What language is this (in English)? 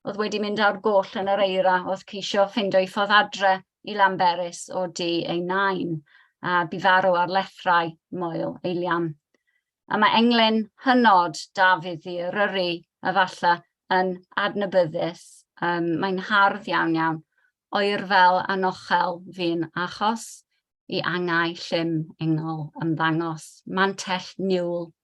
Welsh